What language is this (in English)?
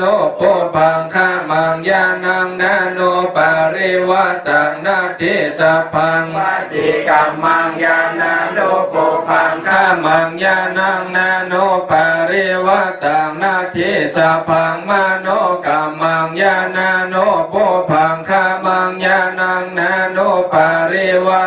Pali